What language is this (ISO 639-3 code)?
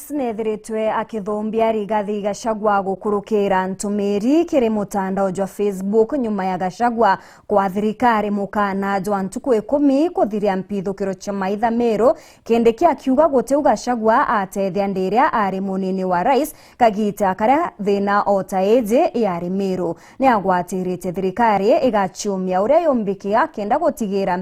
mer